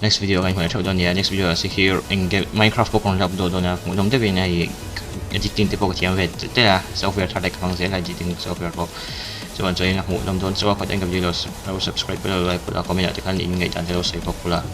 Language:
Mizo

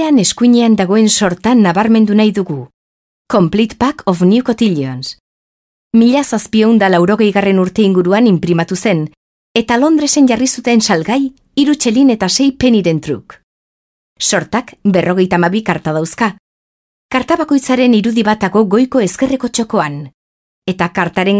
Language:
Basque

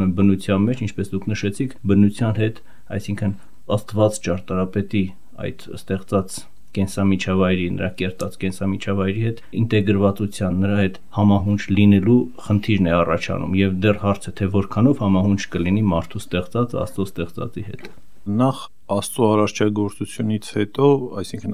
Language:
Armenian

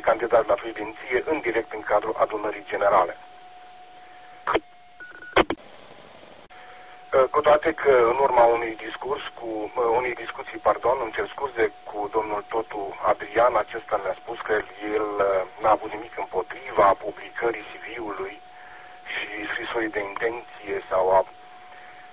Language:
Romanian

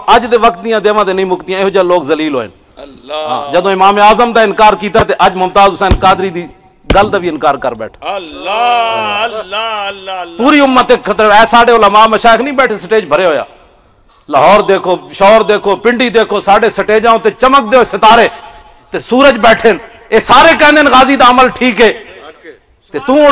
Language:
Western Panjabi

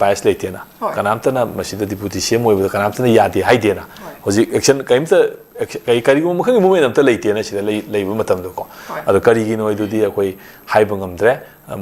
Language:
Manipuri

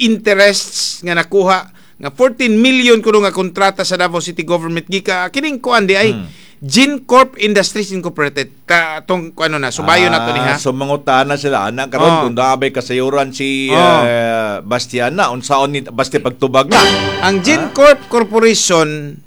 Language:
Cebuano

